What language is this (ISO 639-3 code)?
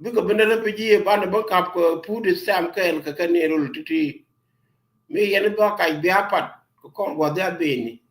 nus